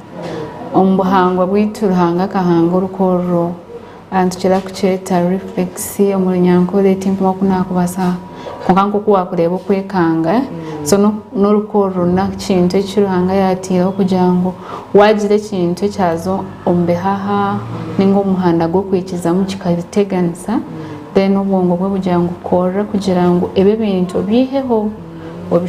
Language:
Nyankole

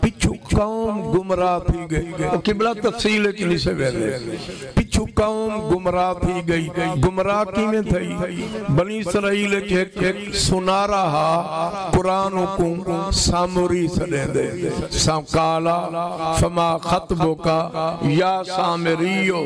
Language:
Saraiki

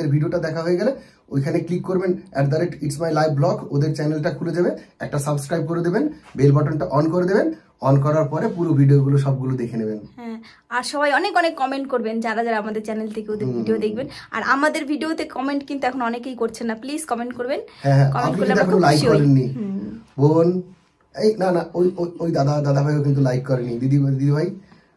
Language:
Bangla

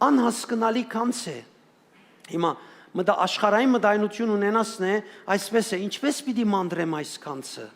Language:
Western Armenian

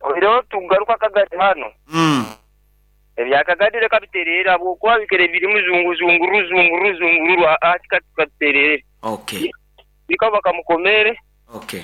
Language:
Nyoro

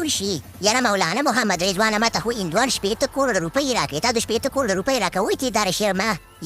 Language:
Pashto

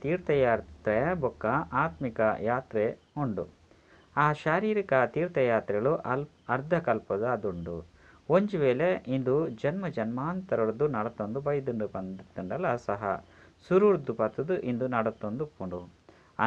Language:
Tulu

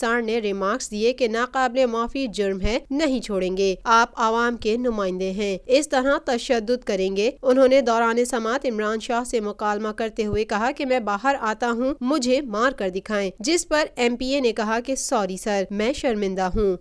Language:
Urdu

